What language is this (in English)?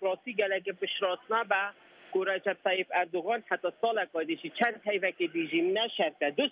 Kurdish